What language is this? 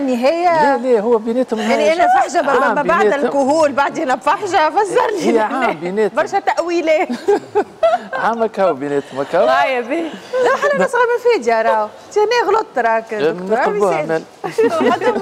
Tunisian Arabic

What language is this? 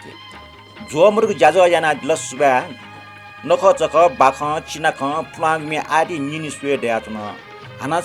Newari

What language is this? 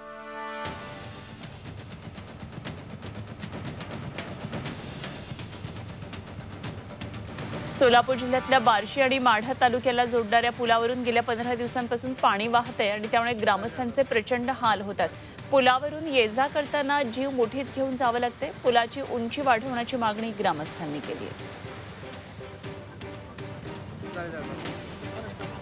Marathi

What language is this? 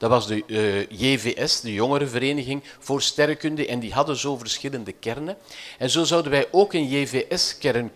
Dutch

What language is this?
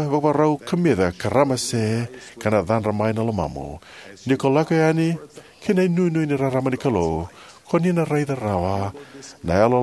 Fijian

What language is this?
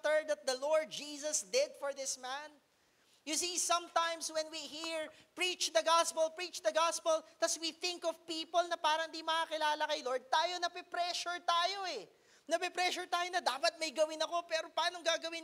Filipino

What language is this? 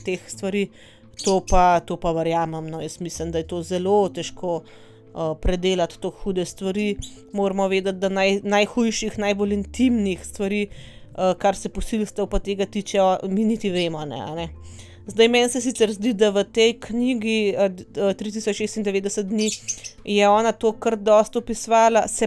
Slovenian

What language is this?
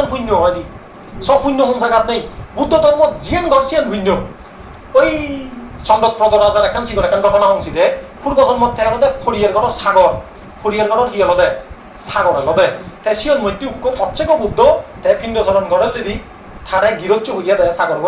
Chakma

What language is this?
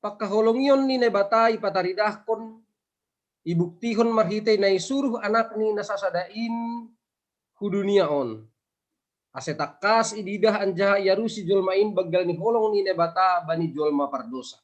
Batak Simalungun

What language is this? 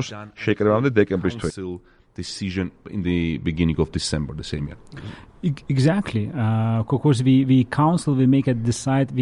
Georgian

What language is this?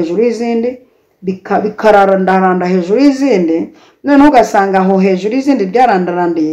Kinyarwanda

